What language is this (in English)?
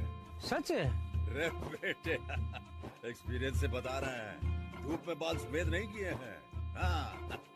Hindi